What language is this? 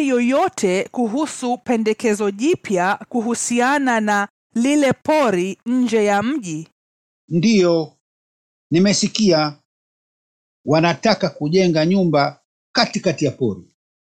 Swahili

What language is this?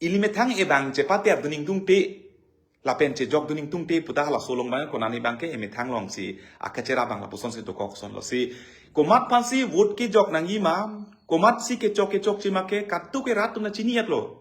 Karbi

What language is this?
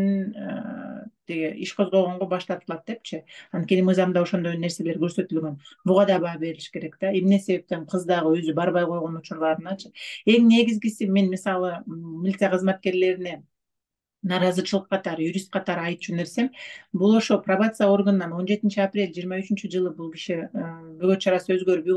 Kyrgyz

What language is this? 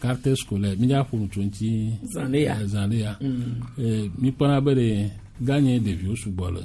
Gen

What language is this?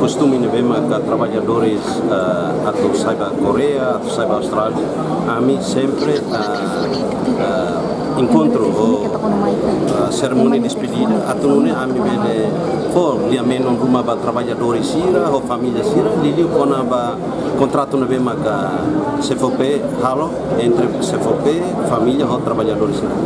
Tetum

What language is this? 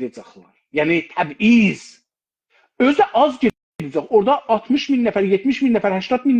South Azerbaijani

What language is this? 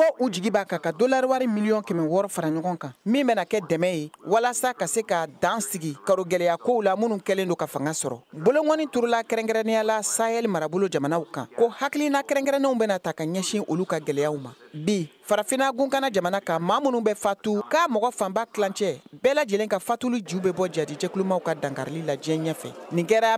Bambara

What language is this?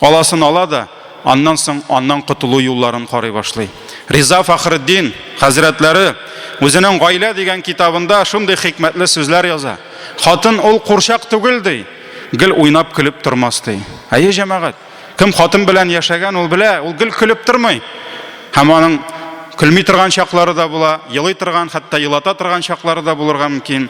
Tatar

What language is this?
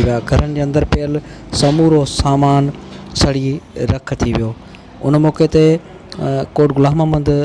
Sindhi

